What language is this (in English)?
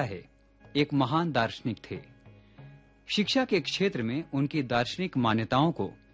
Hindi